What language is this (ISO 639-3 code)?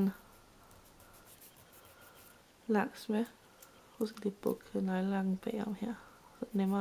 dan